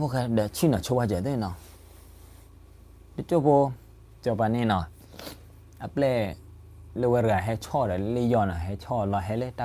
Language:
S'gaw Karen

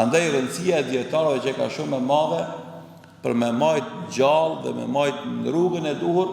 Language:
Albanian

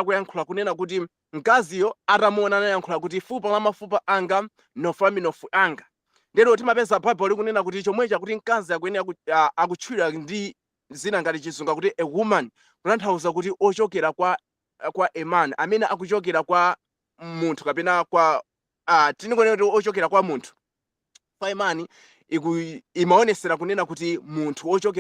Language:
Nyanja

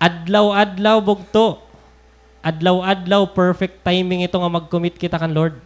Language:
Waray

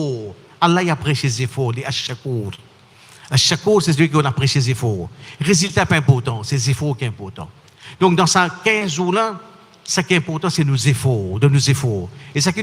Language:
Morisyen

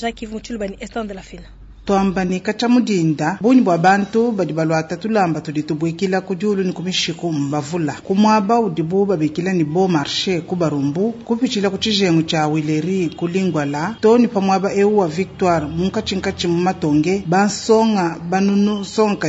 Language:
Luba-Lulua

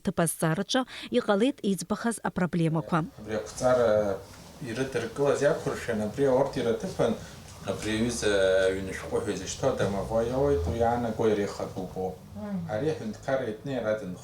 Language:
Abkhazian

